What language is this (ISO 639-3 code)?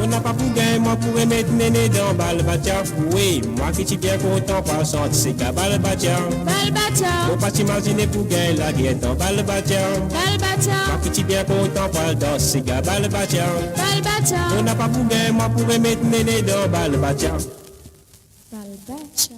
mfe